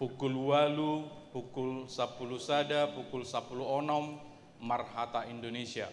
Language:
Batak Toba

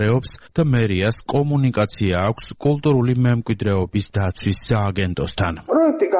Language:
Georgian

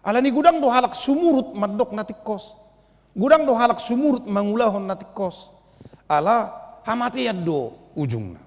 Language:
Batak Toba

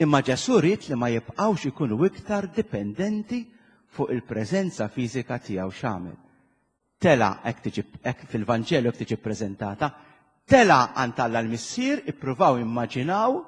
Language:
Maltese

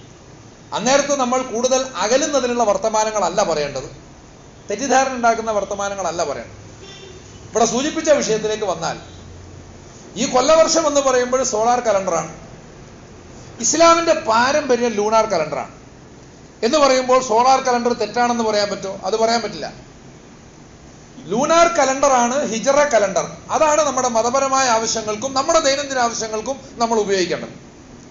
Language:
Malayalam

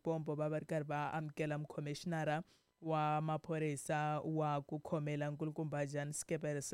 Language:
Tsonga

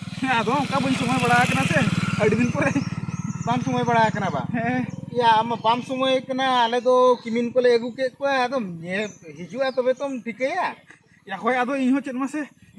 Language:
Santali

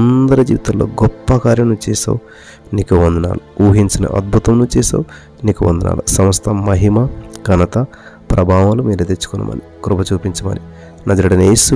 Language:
Telugu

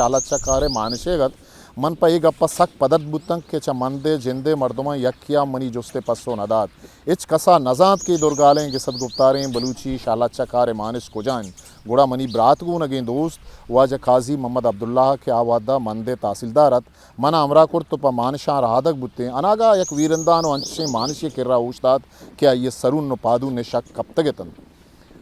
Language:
Eastern Balochi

